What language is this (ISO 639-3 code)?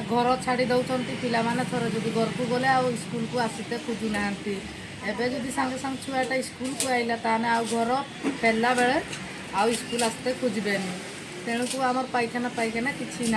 ori